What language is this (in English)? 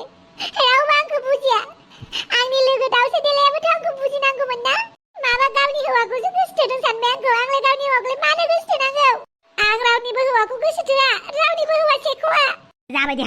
Bodo